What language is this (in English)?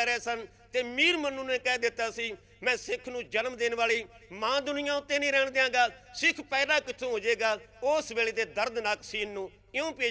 Punjabi